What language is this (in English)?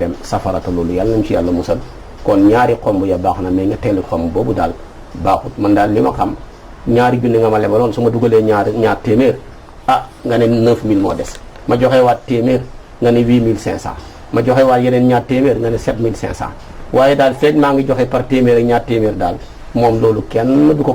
Wolof